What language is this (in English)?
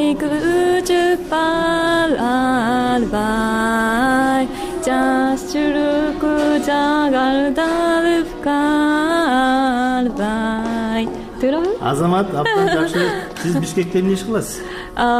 Kyrgyz